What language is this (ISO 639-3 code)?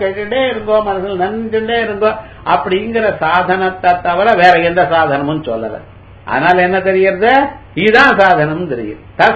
tam